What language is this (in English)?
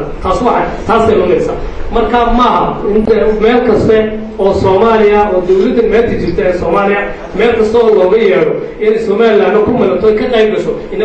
Somali